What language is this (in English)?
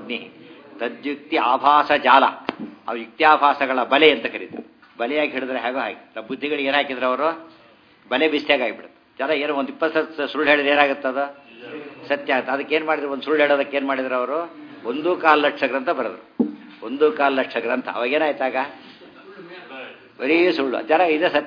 Kannada